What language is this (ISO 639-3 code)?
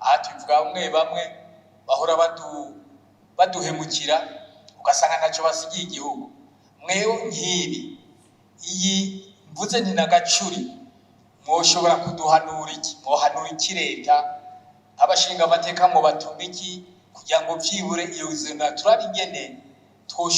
run